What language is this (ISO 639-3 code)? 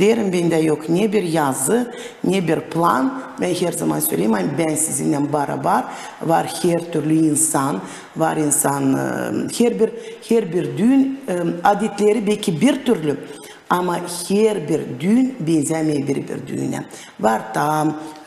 gag